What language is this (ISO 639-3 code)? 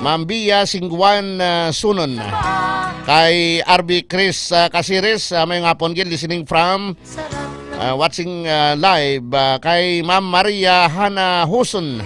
hil